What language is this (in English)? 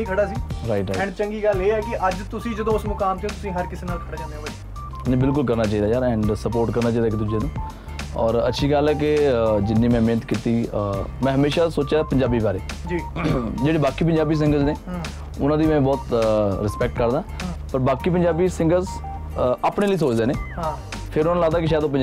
Punjabi